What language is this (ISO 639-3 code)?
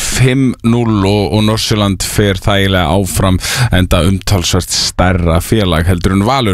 isl